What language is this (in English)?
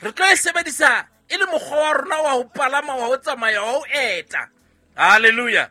Southern Sotho